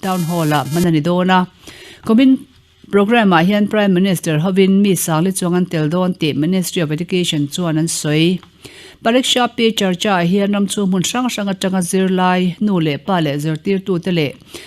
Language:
Mizo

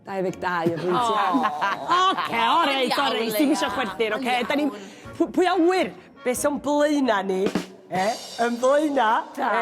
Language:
Welsh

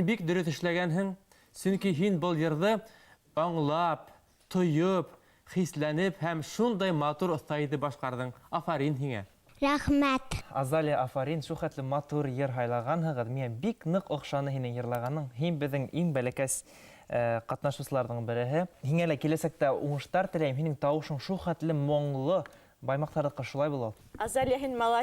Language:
Bashkir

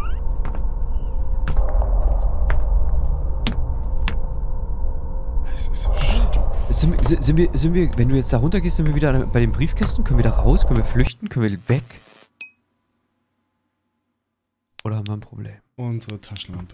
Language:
German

